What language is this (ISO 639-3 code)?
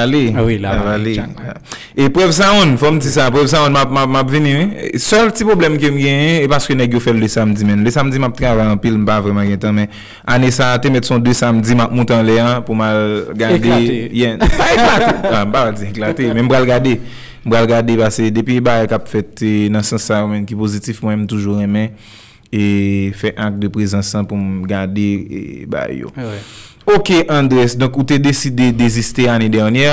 hat